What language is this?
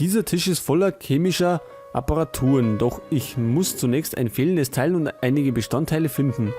Bavarian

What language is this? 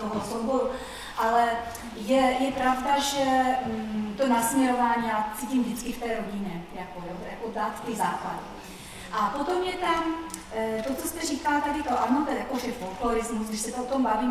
Czech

